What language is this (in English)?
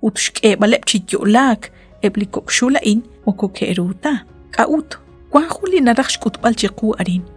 Kekchí